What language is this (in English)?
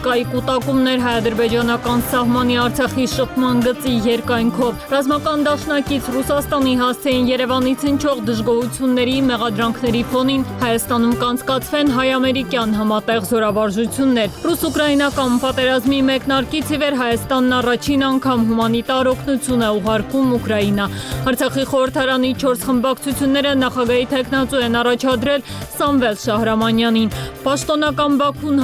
Armenian